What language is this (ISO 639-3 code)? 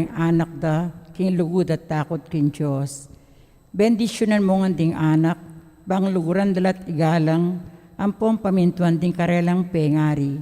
pam